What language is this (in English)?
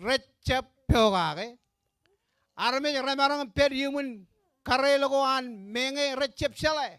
Marshallese